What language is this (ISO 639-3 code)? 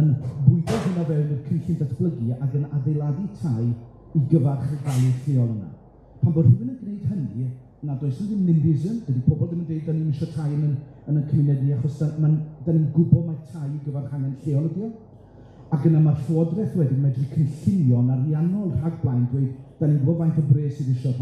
cym